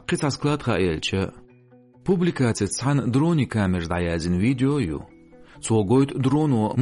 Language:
Chechen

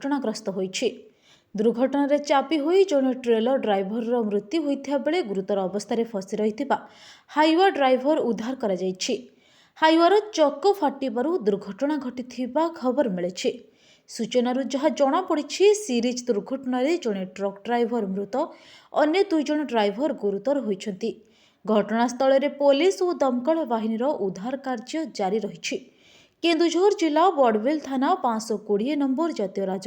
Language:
Odia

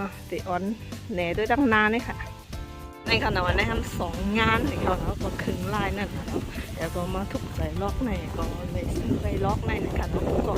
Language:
Shan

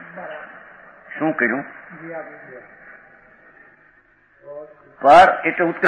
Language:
Gujarati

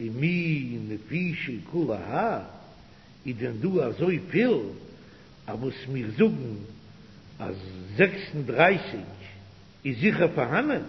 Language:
Yiddish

